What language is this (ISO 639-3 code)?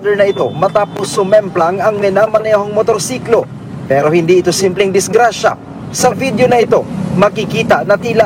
fil